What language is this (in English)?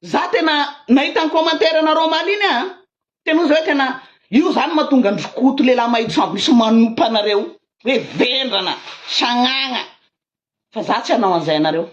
Malagasy